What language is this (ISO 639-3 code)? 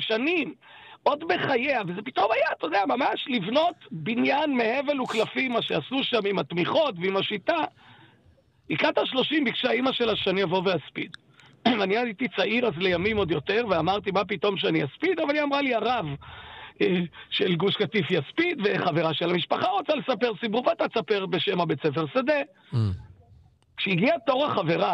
heb